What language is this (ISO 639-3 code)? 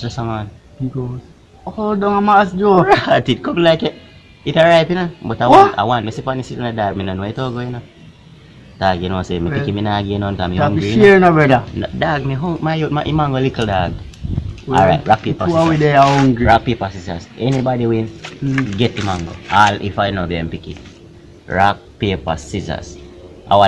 jam